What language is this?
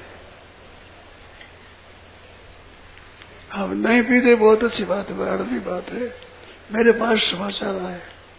Hindi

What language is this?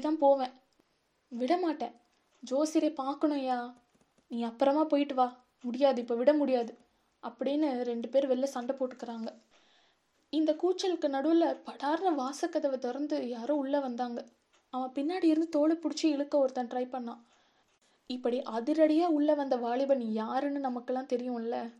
Tamil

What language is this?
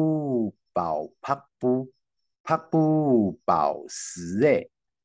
Hakka Chinese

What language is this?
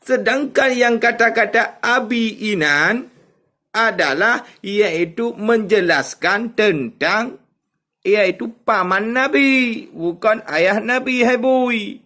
Achinese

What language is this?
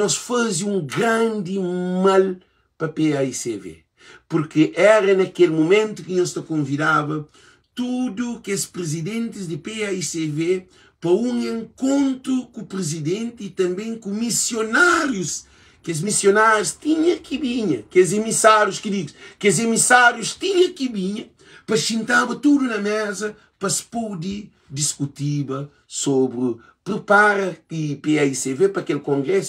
Kabuverdianu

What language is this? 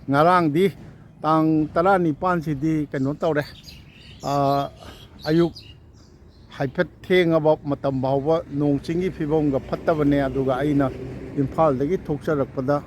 Manipuri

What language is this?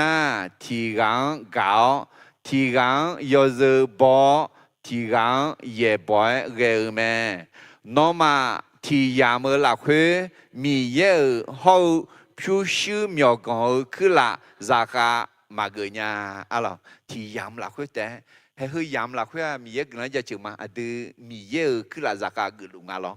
Akha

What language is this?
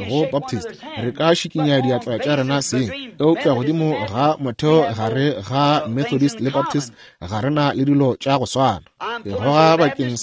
Northern Sotho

